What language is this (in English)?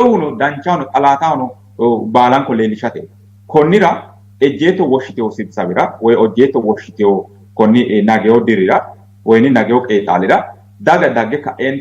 Sidamo